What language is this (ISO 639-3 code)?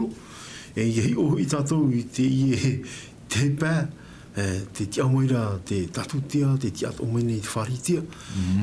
tah